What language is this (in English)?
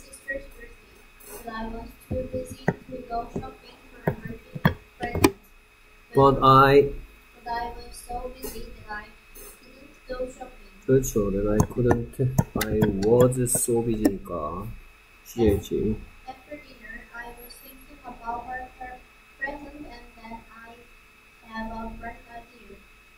Korean